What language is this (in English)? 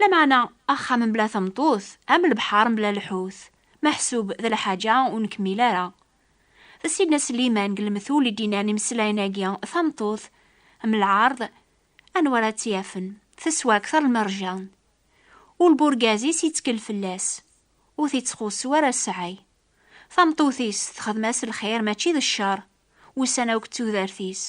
Kabyle